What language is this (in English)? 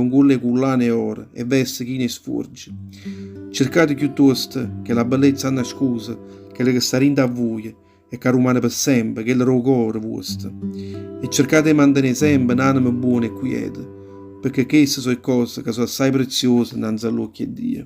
Neapolitan